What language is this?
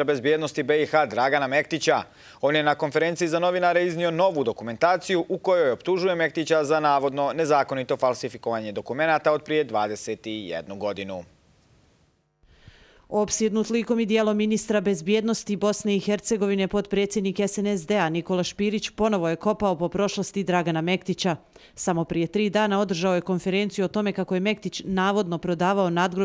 Bosnian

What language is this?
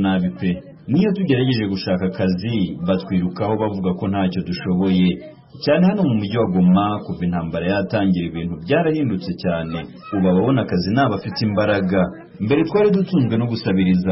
Kinyarwanda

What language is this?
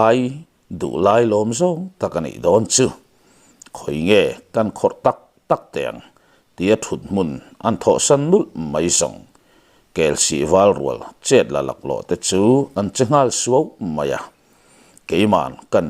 Mizo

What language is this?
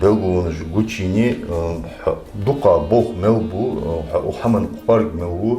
Ingush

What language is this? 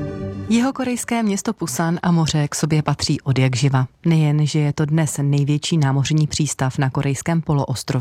Czech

